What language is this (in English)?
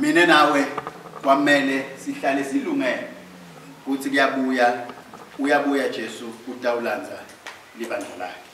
Swati